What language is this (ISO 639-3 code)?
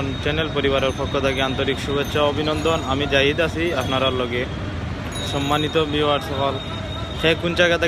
syl